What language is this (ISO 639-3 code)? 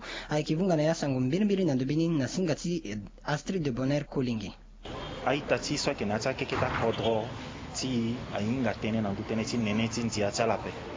sag